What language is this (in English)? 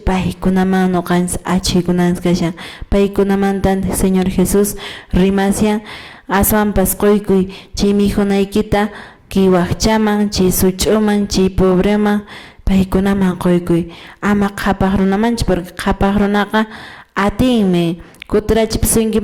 Quechua